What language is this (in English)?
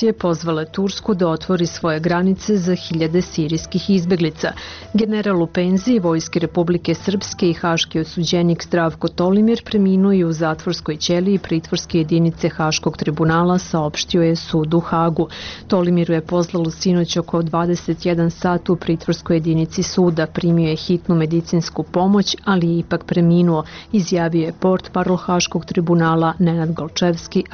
Serbian